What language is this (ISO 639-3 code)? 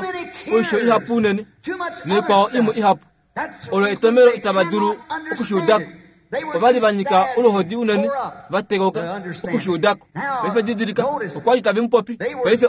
kua